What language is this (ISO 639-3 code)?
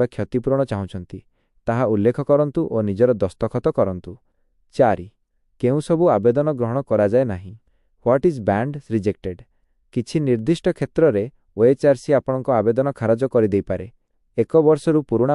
ori